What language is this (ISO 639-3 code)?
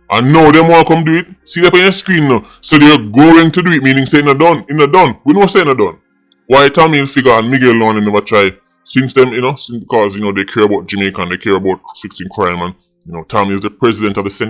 jam